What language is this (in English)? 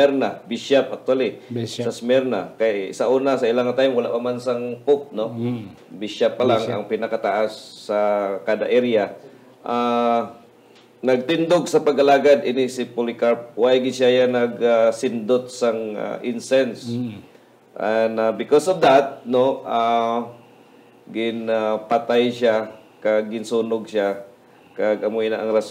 Hiligaynon